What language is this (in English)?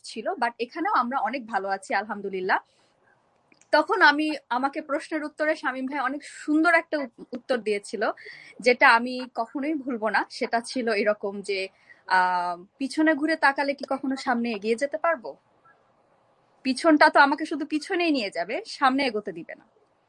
Bangla